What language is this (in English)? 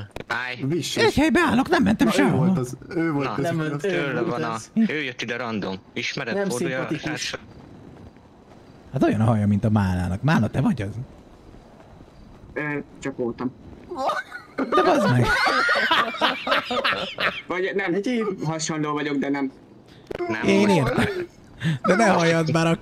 Hungarian